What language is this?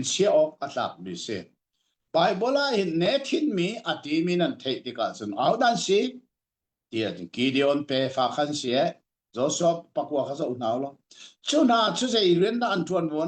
Hakha Chin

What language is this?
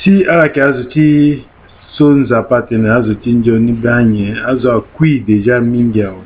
Sango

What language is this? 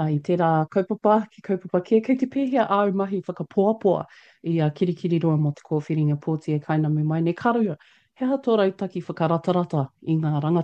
Māori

